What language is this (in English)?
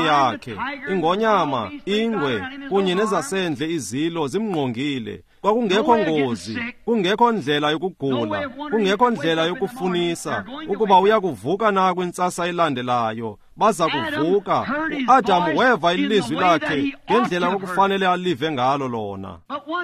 Xhosa